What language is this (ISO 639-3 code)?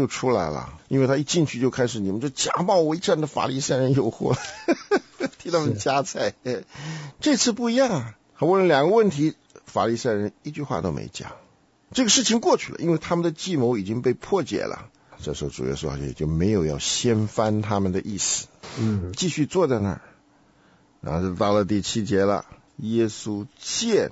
zho